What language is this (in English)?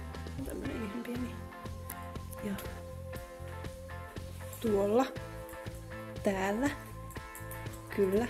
Finnish